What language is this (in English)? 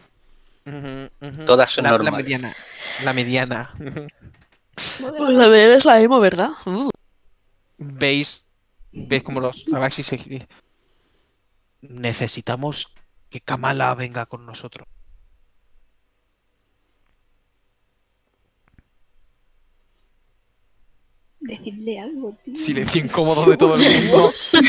Spanish